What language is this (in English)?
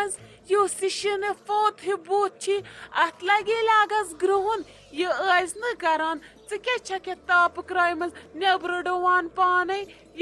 Kashmiri